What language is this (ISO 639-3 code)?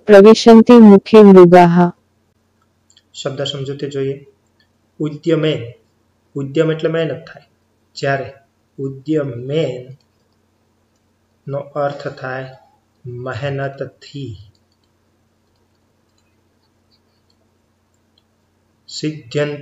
guj